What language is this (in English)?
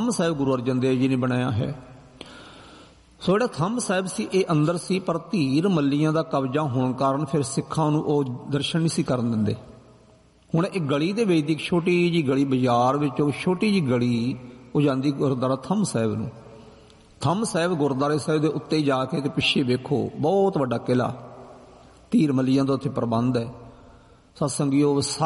Punjabi